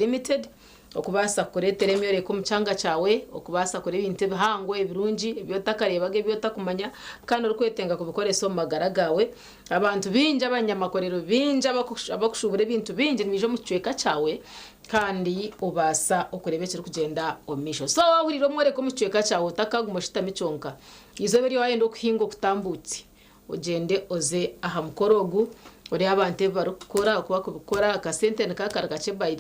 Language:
Nyankole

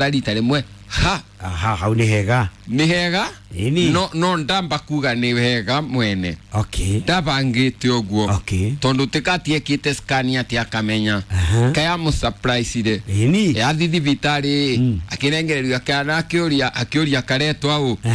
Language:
Kikuyu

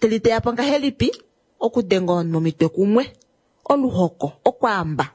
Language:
Kuanyama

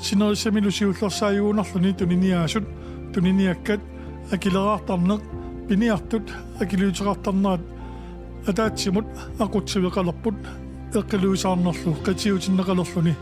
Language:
Kalaallisut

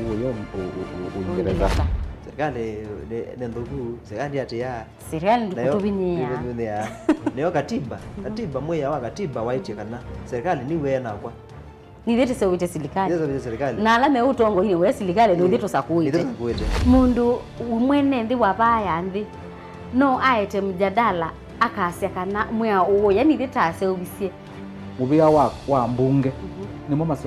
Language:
Kamba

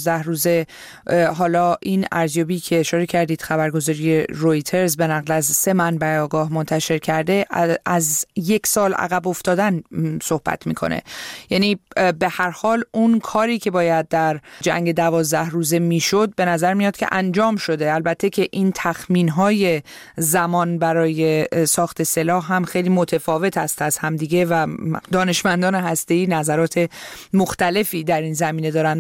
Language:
Persian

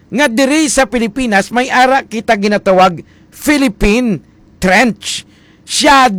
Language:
Hiligaynon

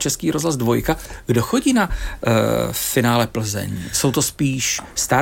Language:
Czech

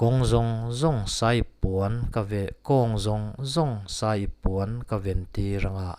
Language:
Mizo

